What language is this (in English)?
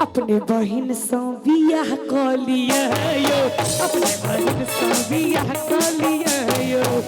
Maithili